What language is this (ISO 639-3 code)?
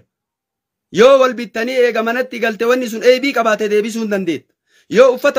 orm